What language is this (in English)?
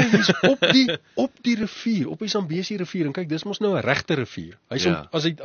Afrikaans